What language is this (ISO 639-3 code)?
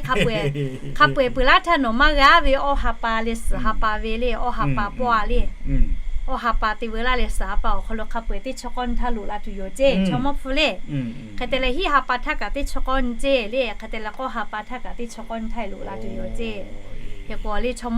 lhu